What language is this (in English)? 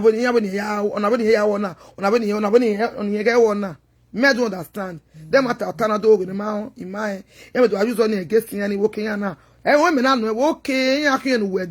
Nigerian Pidgin